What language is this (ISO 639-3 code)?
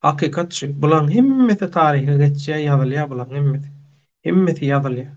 tuk